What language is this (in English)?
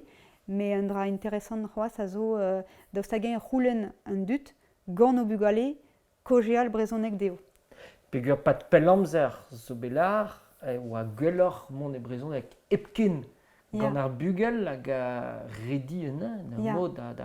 Breton